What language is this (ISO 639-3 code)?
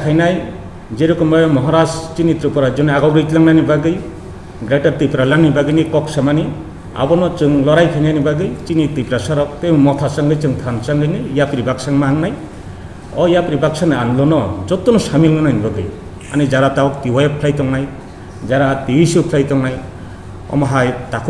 trp